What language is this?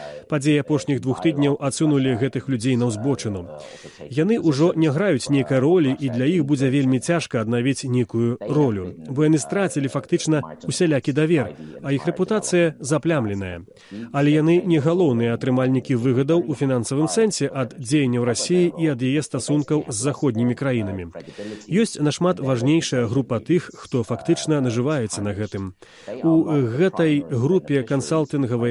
Belarusian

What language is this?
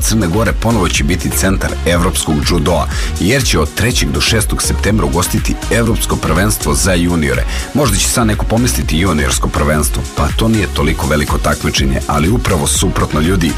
Serbian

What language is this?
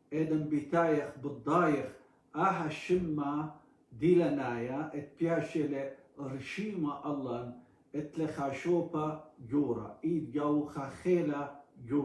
Assyrian Neo-Aramaic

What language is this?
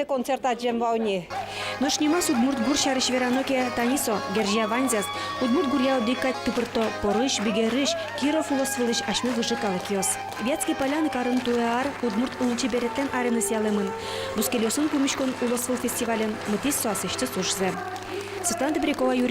Udmurt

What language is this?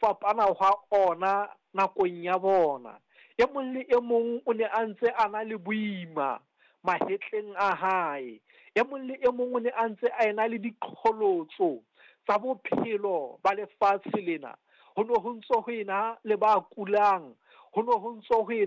Southern Sotho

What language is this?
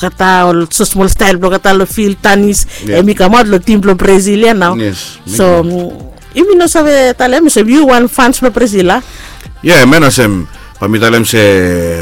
Bislama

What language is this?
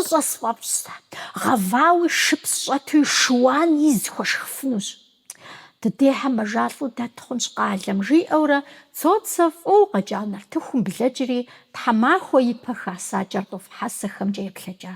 Kabardian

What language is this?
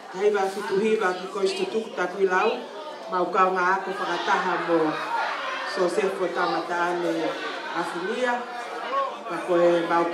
Tongan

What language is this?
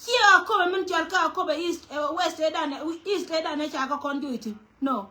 Nuer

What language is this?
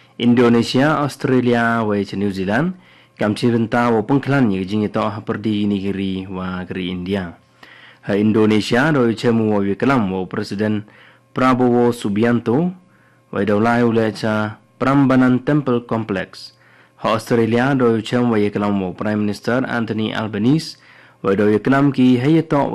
Khasi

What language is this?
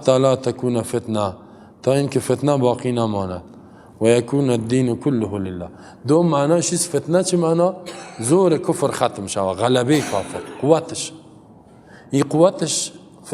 Persian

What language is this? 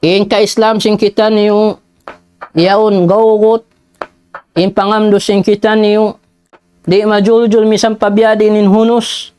Tausug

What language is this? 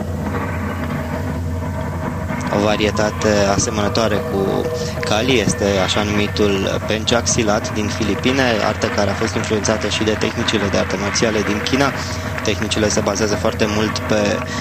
Romanian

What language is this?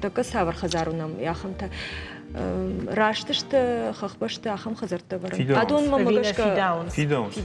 Ossetic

